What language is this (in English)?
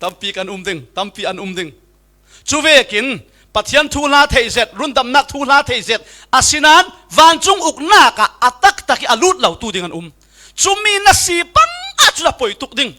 Falam Chin